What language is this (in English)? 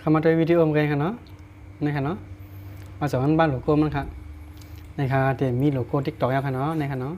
Shan